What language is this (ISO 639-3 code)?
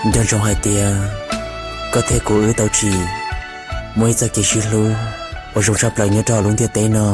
hmn